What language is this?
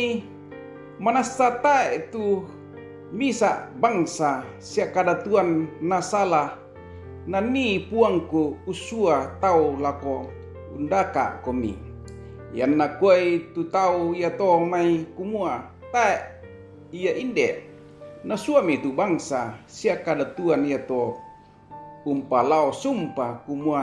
Toraja-Sa'dan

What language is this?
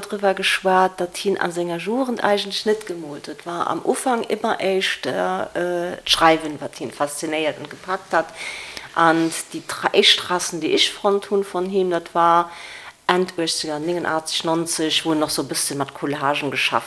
Luxembourgish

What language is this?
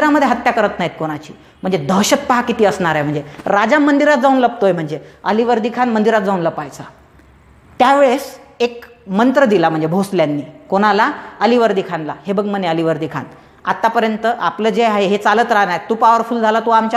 Marathi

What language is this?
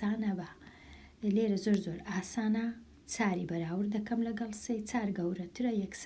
Central Kurdish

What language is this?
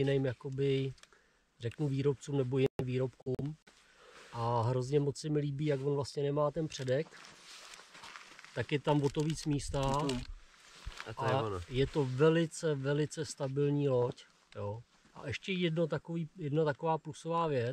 Czech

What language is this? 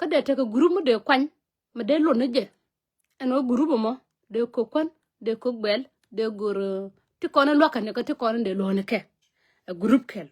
Nuer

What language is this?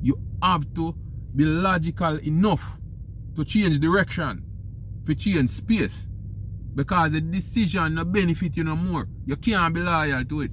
Jamaican Creole English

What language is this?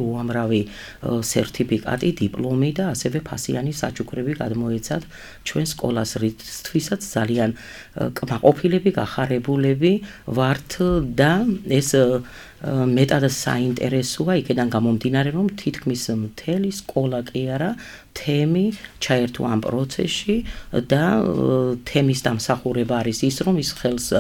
Georgian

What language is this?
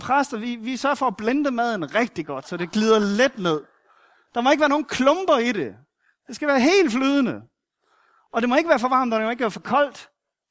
Danish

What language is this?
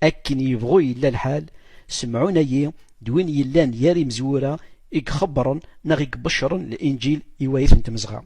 Kabyle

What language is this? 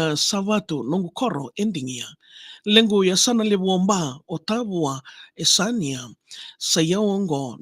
Fijian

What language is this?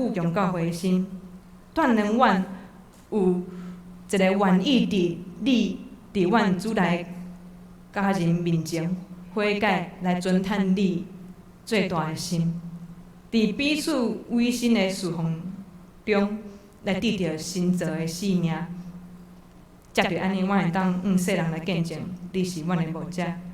Min Nan Chinese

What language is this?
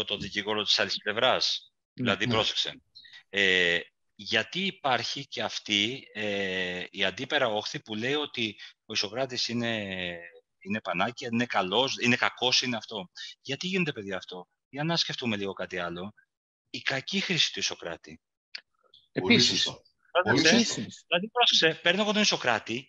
Greek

